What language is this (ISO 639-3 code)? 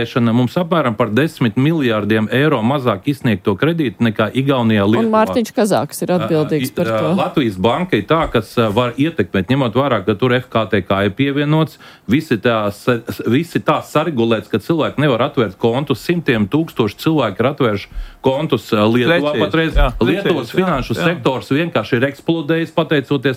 lav